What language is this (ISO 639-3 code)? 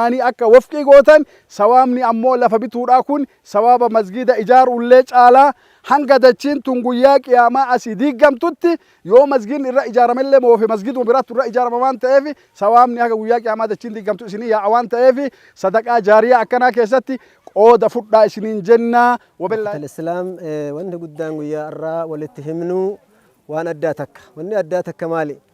orm